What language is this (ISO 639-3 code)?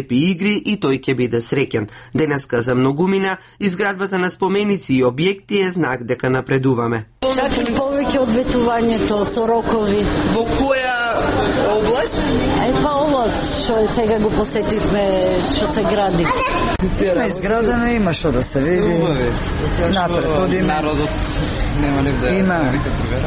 mkd